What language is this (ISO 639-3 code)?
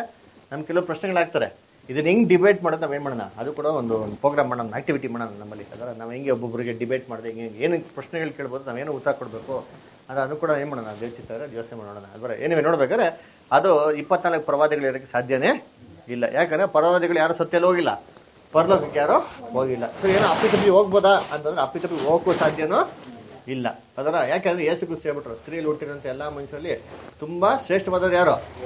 kan